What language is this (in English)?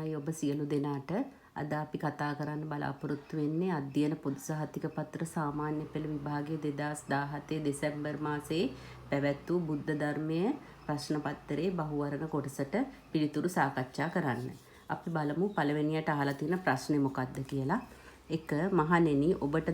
Sinhala